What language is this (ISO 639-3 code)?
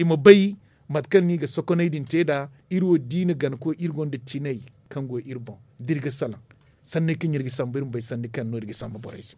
dje